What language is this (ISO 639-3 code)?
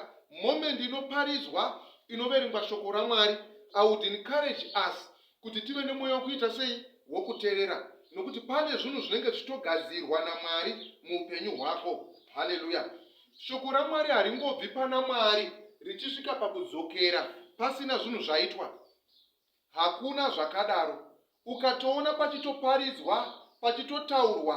sna